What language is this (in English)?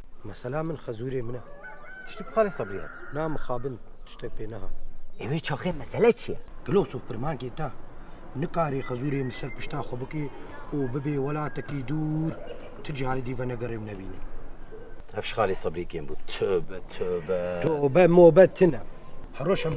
Kurdish